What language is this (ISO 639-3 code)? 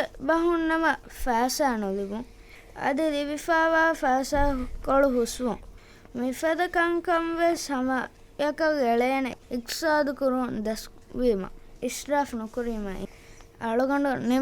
div